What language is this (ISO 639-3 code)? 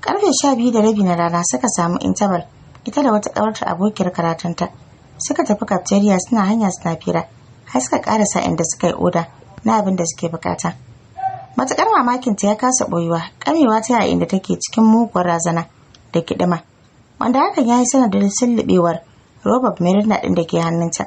hau